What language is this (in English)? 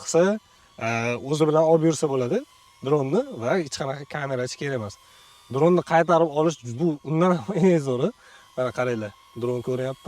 Uzbek